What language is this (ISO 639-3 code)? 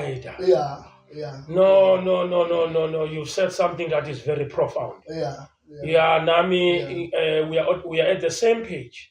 zul